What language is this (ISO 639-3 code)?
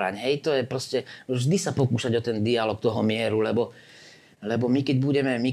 slk